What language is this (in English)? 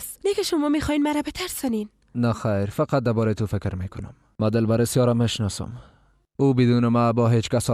Persian